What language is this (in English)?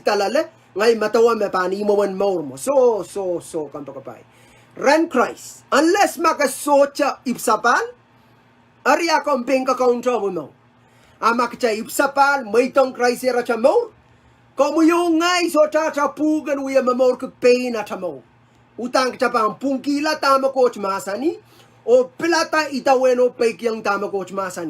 Pohnpeian